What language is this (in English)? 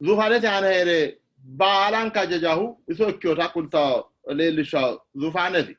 Sidamo